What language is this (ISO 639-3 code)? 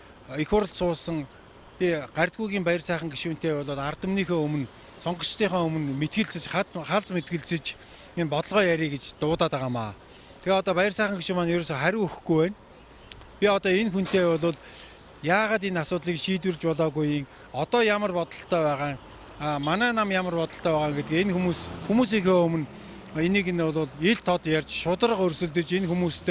mon